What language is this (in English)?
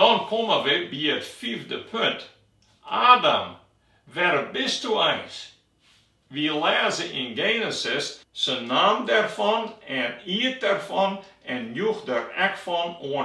Western Frisian